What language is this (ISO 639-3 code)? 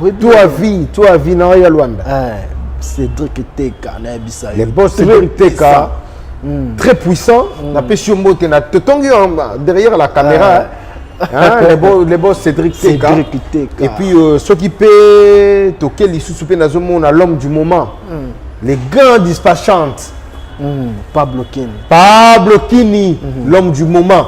lin